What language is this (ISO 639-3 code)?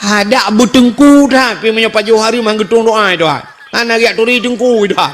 ace